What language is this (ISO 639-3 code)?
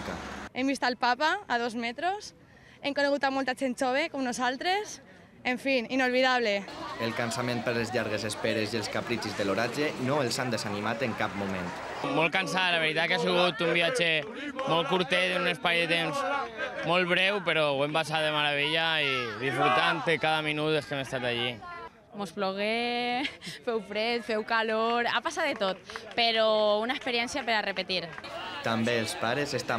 cat